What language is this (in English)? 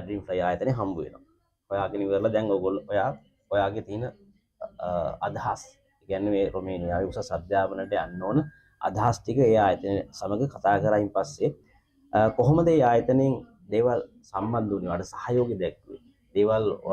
Sinhala